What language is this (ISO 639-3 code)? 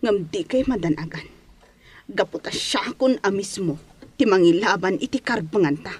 ilo